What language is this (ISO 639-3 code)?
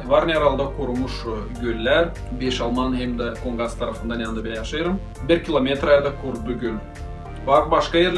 gag